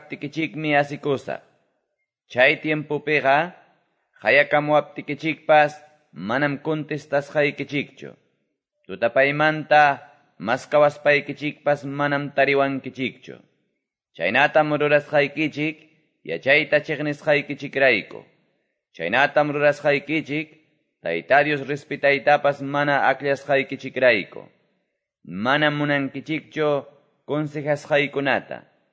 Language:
Quechua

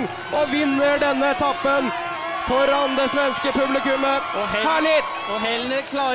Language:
Norwegian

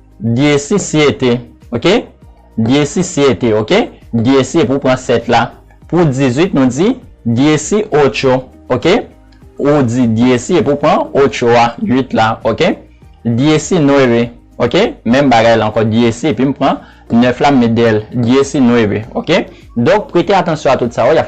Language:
Haitian Creole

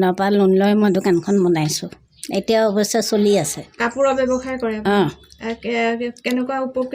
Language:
Assamese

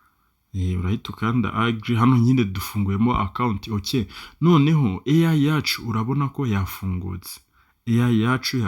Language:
Kinyarwanda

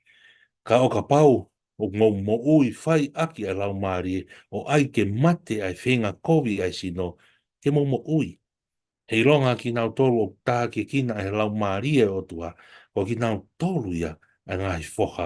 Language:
Tongan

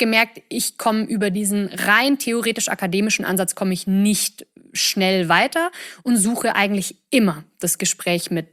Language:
German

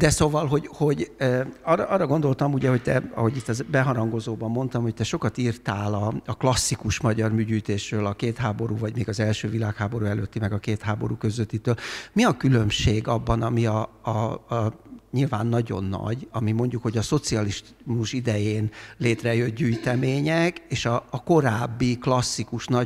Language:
Hungarian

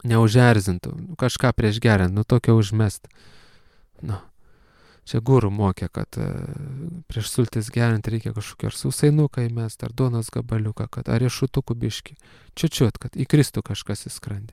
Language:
Lithuanian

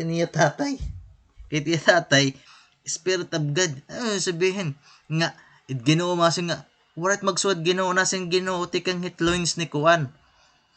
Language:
Waray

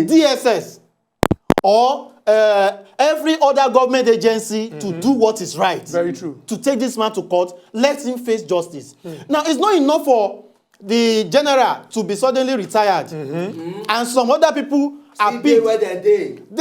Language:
Nigerian Pidgin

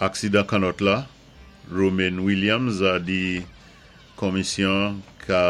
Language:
Saint Lucian Creole French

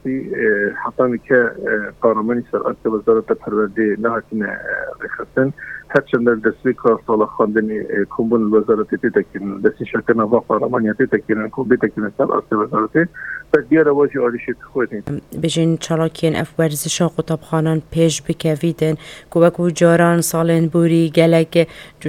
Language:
Kurdish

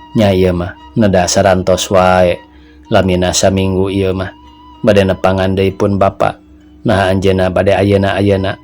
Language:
Sundanese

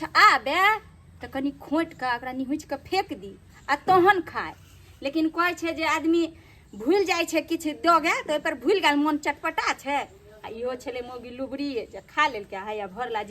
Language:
Maithili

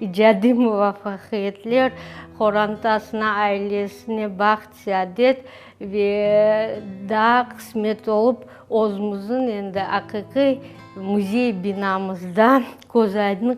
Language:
Crimean Tatar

